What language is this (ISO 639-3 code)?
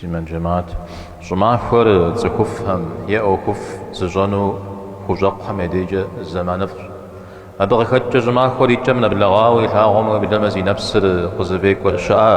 kbd